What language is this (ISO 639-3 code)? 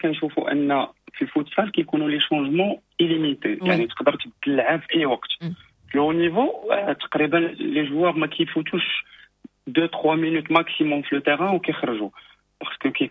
ary